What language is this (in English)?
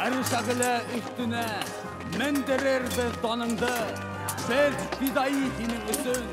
Bashkir